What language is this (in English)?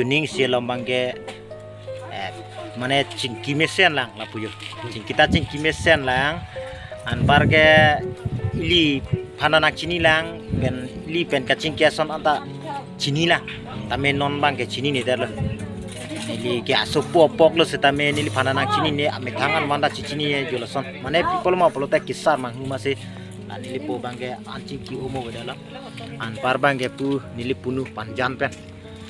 Karbi